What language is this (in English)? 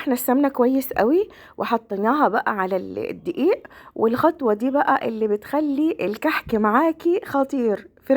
Egyptian Arabic